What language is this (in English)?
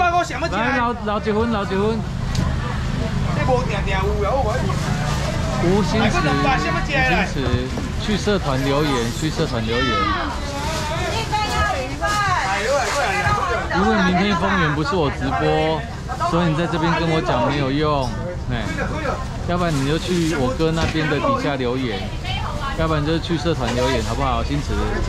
Chinese